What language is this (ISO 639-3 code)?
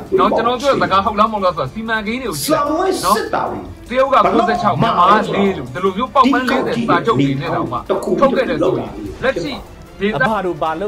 mya